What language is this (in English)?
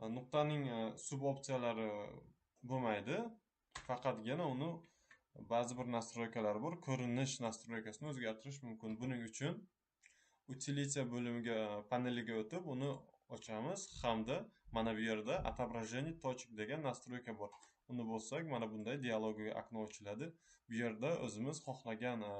Uzbek